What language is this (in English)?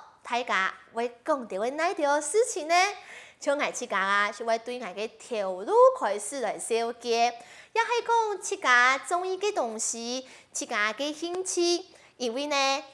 Hakka Chinese